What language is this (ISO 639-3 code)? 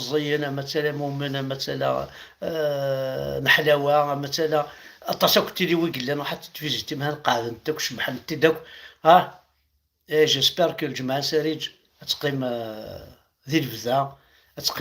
kab